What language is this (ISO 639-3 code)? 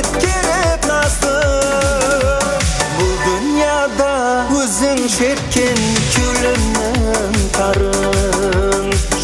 kaa